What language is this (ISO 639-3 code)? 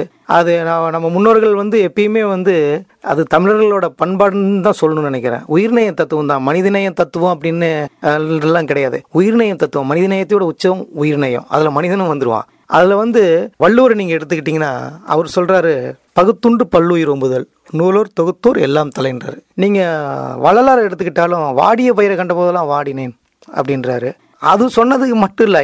tam